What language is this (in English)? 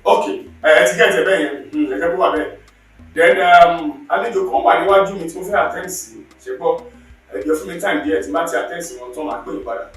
Yoruba